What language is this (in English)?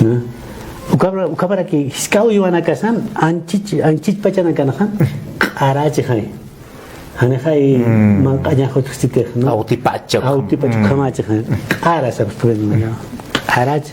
Aymara